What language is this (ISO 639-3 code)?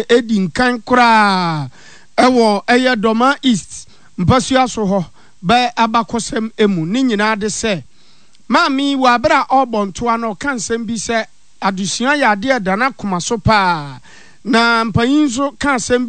aka